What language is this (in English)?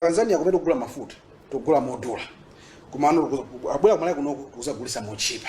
Nyanja